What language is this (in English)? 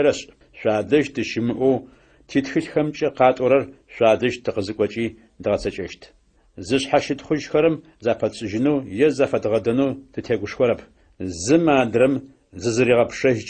Adyghe